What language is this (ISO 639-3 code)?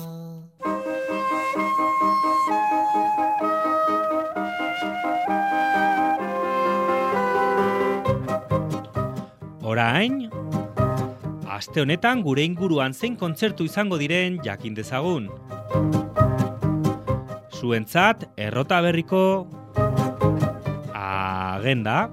eus